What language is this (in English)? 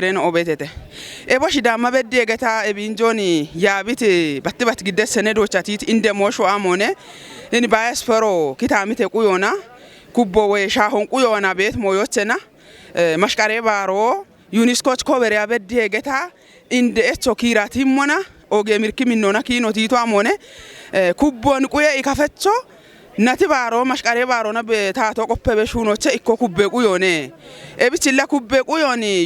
Kafa